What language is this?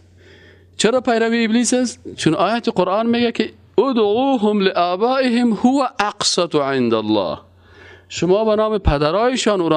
Persian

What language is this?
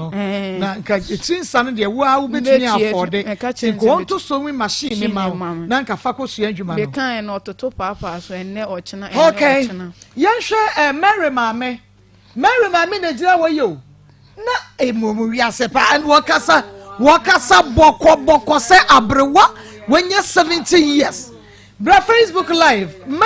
Akan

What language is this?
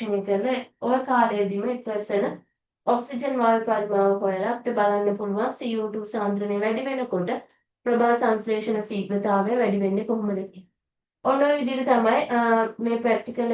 Sinhala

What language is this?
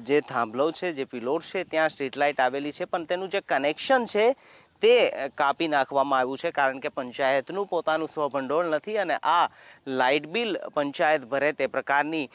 Gujarati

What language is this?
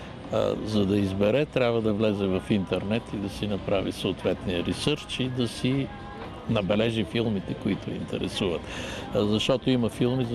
Bulgarian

